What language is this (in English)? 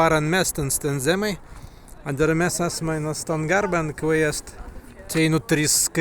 Prussian